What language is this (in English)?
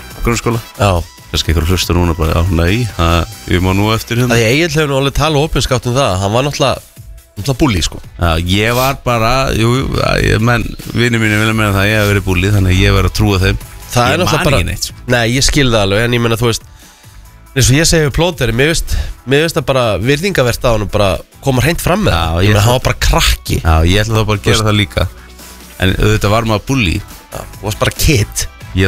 Icelandic